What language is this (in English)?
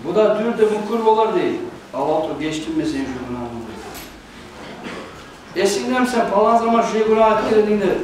Kumyk